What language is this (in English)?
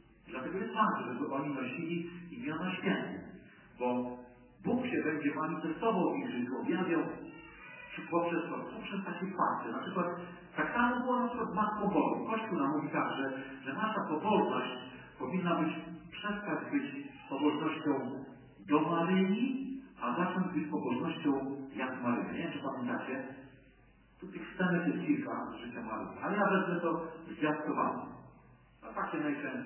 Polish